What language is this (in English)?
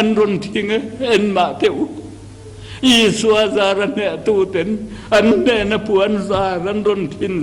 Mizo